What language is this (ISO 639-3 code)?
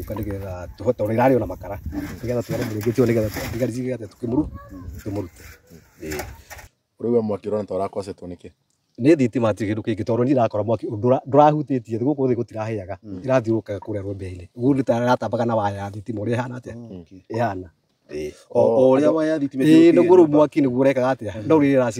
kik